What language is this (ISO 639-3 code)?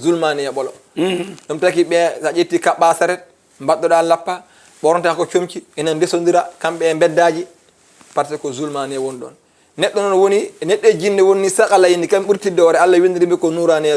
ful